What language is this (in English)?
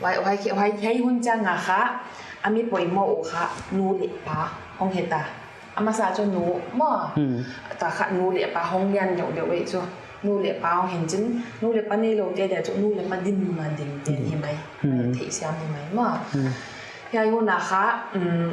Paite Chin